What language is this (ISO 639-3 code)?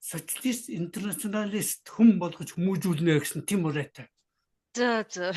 mon